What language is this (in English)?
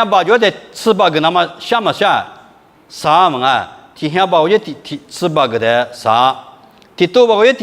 Lisu